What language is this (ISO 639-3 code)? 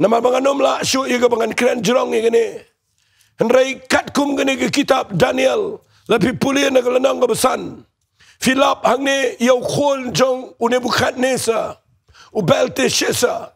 kha